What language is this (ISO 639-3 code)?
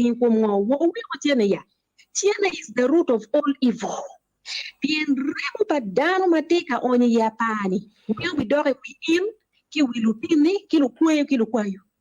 ach